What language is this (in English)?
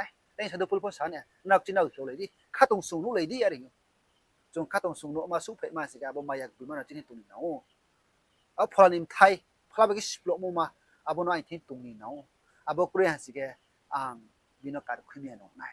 Riang (India)